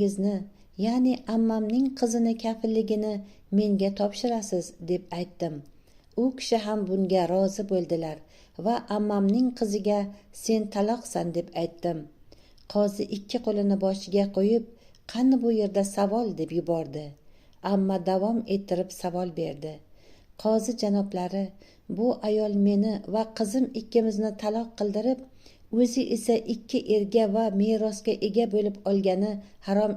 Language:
Uzbek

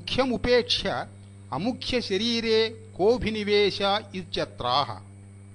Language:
Sanskrit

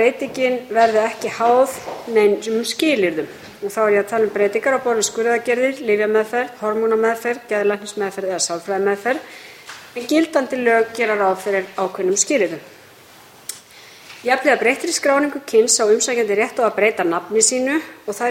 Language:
Icelandic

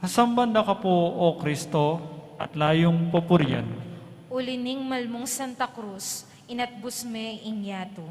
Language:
Pampanga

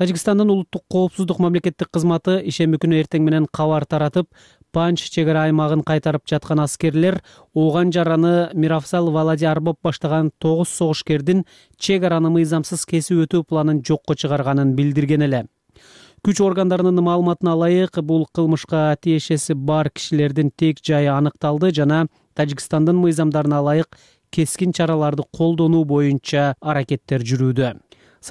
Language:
Kyrgyz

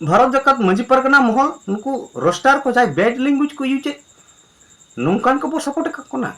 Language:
Santali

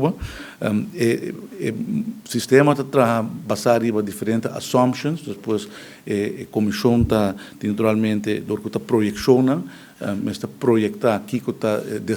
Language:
Papiamento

